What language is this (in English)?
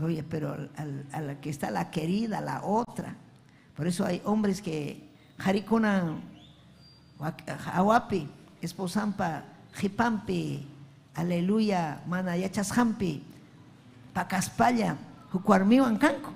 Ayacucho Quechua